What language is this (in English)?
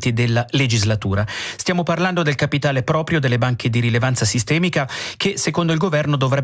Italian